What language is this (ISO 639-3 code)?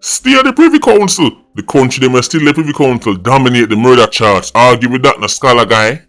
jam